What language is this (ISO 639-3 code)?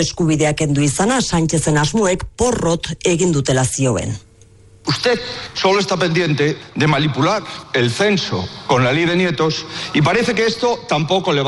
eus